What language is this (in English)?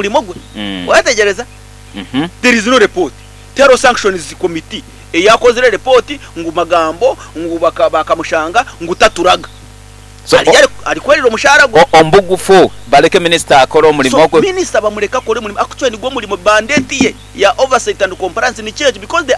Nyankole